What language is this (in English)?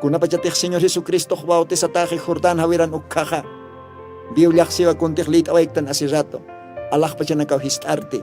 Aymara